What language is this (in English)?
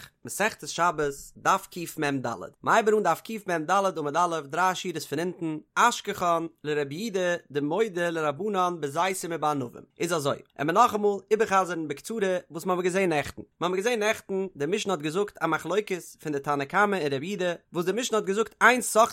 Yiddish